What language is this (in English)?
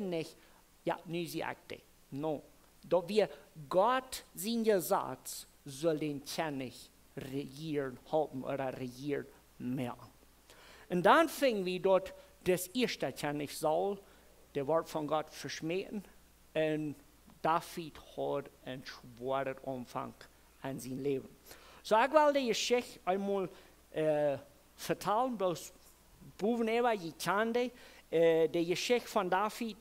Plautdietsch